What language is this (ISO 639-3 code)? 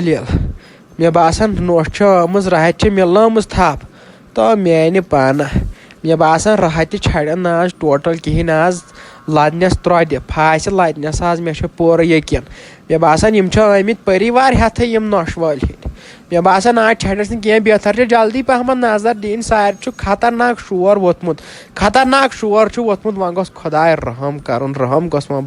kas